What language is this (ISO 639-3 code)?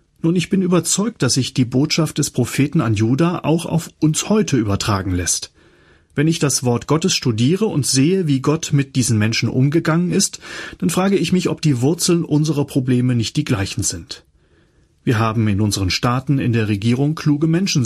deu